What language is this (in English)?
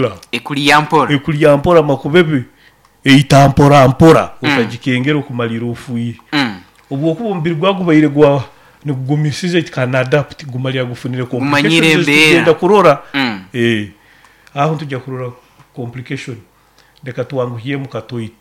Nyoro